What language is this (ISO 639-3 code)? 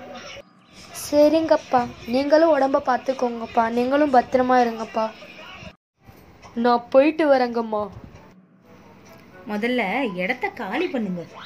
tam